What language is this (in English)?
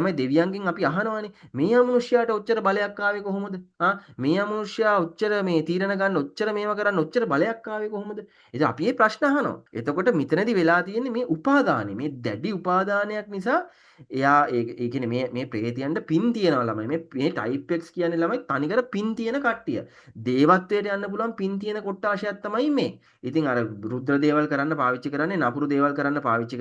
Sinhala